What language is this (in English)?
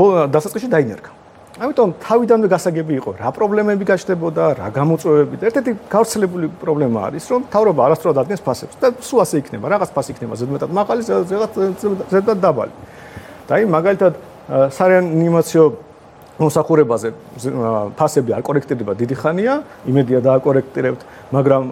Georgian